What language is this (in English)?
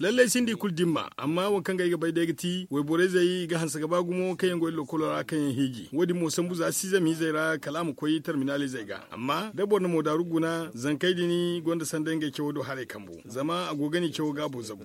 Zarma